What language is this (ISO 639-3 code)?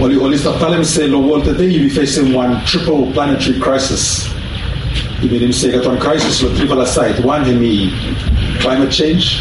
bis